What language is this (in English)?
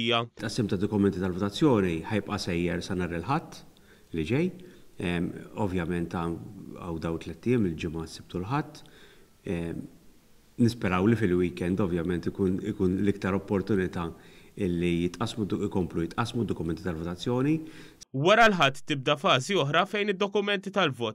Maltese